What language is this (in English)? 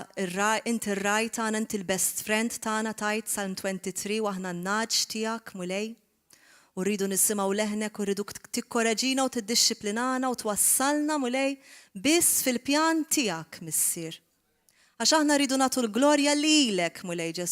Maltese